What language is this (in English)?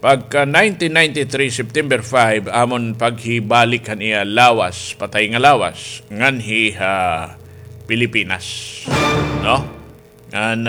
Waray